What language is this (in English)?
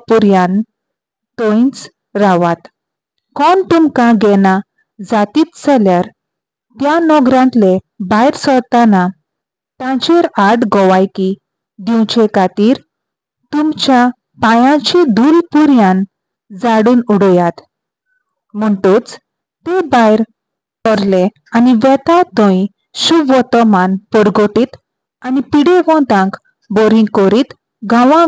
Konkani